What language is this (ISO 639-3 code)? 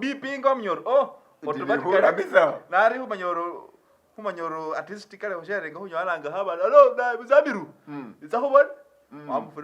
myx